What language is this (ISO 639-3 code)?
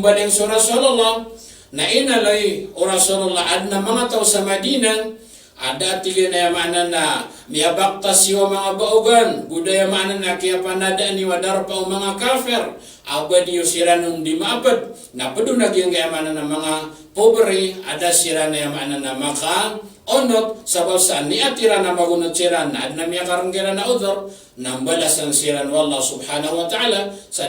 mrw